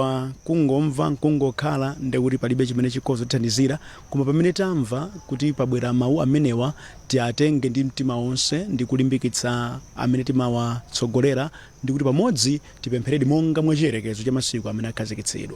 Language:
Nyanja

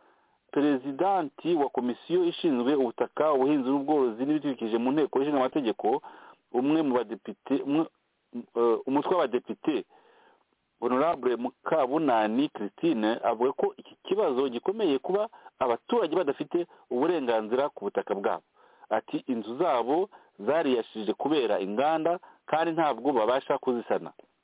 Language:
Kinyarwanda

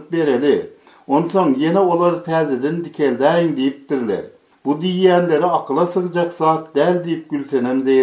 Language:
Turkmen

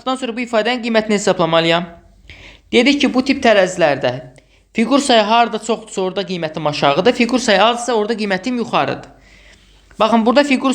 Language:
Azerbaijani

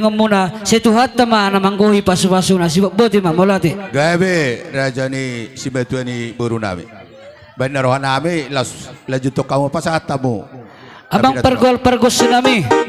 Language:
Batak Toba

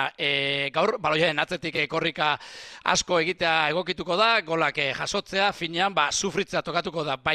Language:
Basque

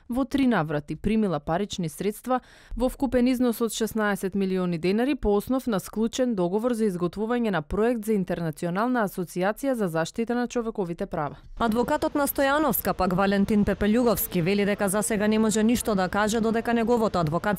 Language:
Macedonian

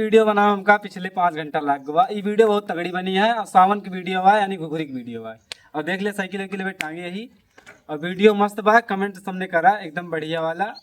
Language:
Awadhi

